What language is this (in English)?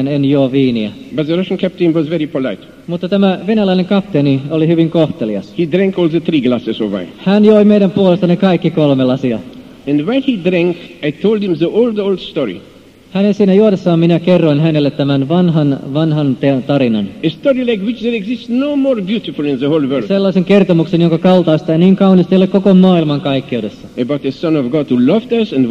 Finnish